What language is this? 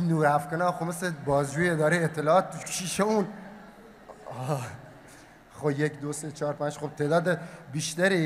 Persian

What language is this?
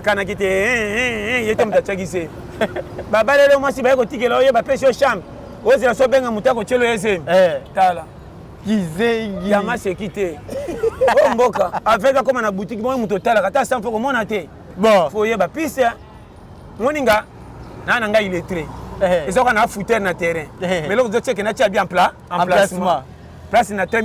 Lingala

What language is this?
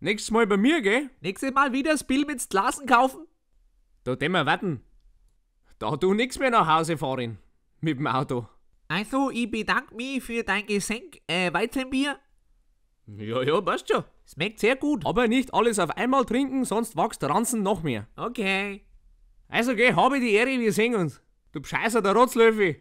Bavarian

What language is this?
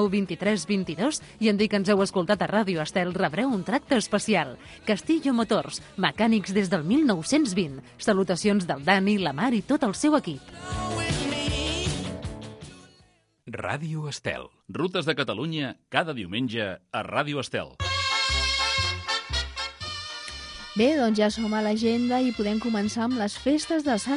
Catalan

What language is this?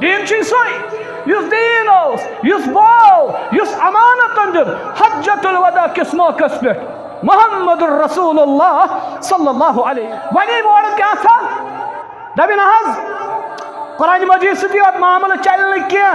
Kashmiri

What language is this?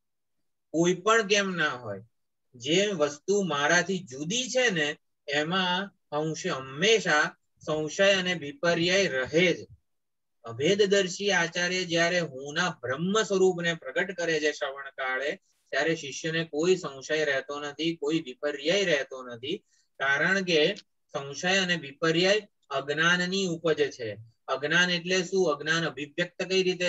Gujarati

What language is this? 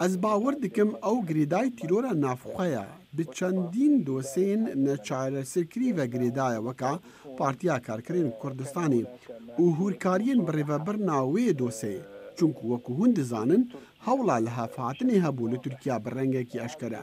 Kurdish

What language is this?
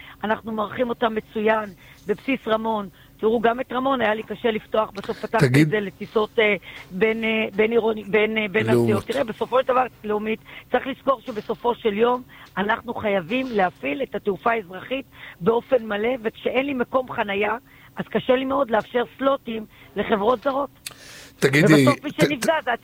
Hebrew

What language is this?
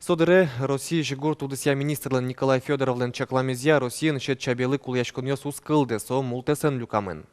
Udmurt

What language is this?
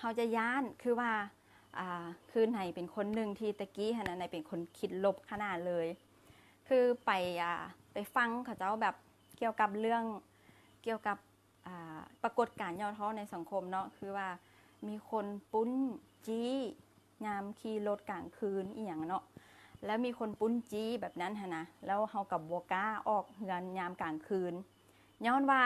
Lao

